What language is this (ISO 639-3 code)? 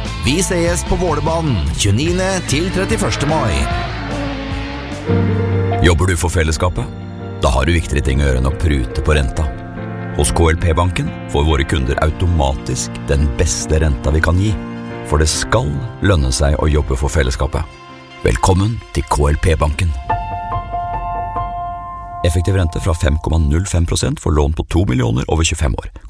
nor